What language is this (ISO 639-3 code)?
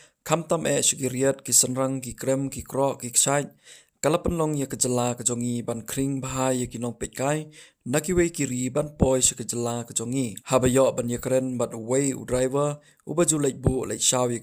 kha